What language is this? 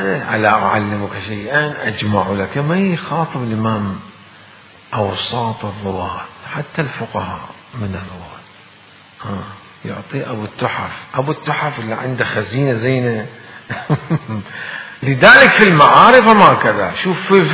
Mesopotamian Arabic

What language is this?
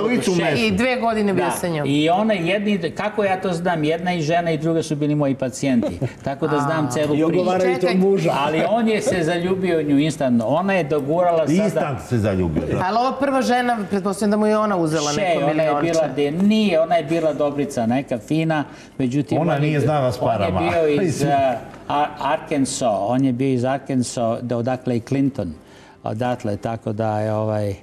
Serbian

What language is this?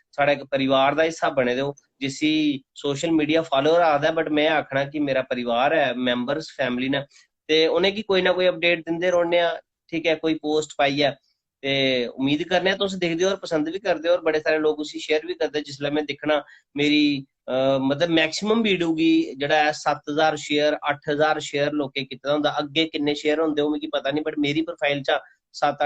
Dogri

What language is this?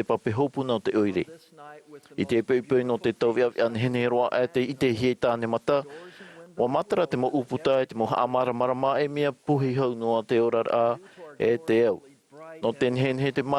Tahitian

